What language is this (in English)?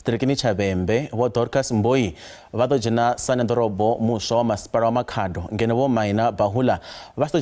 Venda